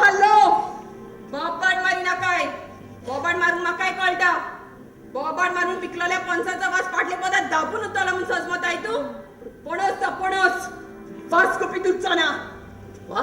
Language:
Konkani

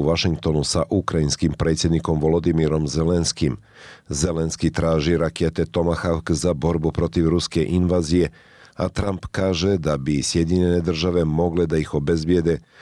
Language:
Serbian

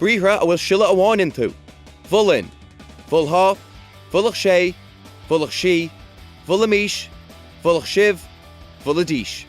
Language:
Irish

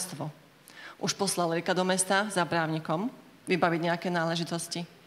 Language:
Slovak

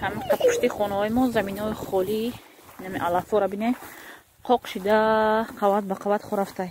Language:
Tajik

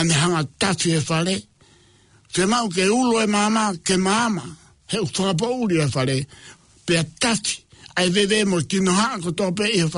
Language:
Tongan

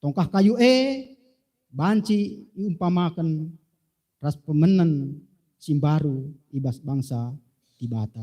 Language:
Batak Karo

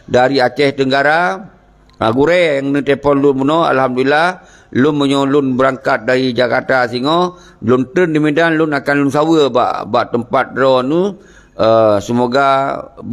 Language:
Achinese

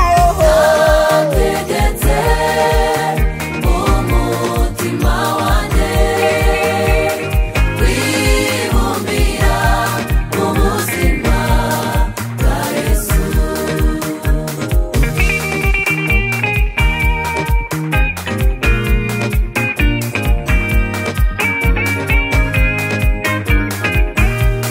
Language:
Kinyarwanda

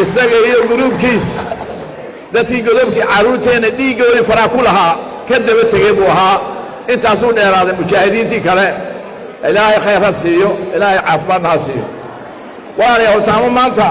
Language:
Somali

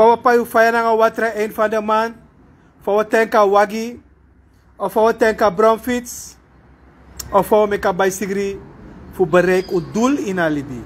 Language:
Sranan Tongo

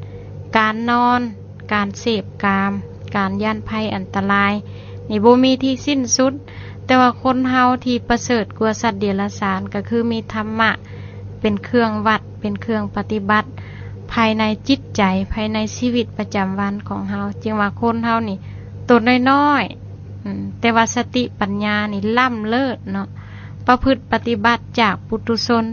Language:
Lao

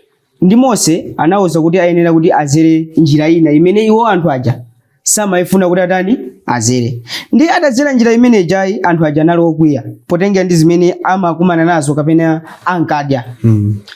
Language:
Nyanja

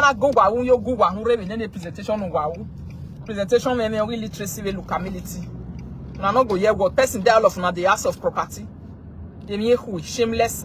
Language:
Nigerian Pidgin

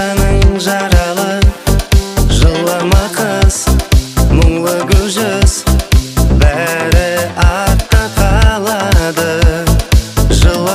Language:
Kara-Kalpak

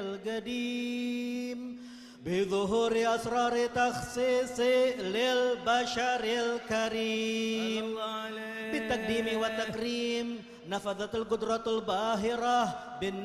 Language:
Arabic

